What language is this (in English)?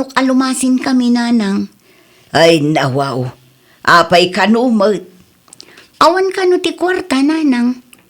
Iloko